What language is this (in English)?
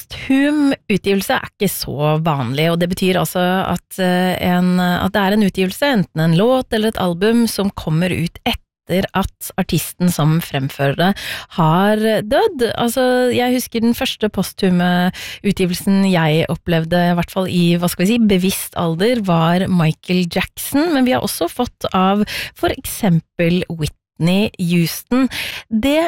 Norwegian